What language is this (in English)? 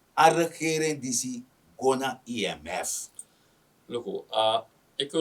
Sranan Tongo